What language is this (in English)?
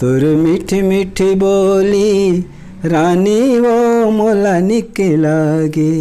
Chhattisgarhi